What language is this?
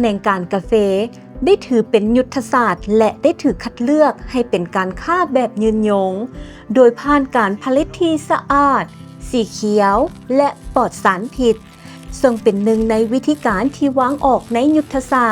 Lao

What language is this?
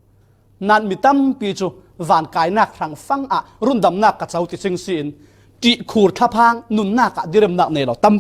Falam Chin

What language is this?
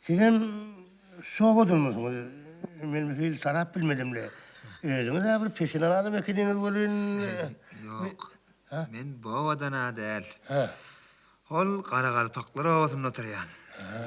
Turkmen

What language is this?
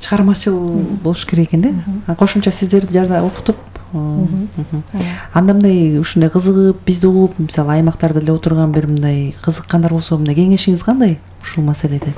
Kyrgyz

